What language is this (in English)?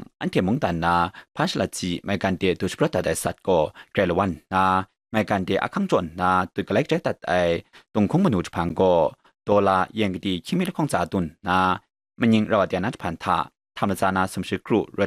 Kachin